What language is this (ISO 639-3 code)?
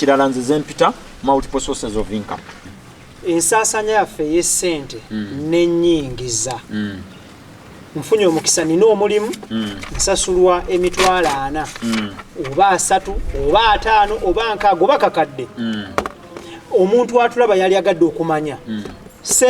lug